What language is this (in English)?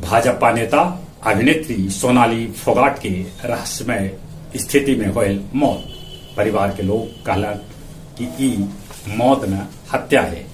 Magahi